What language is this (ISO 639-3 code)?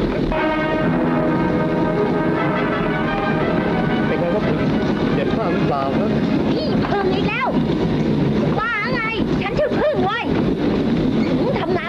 tha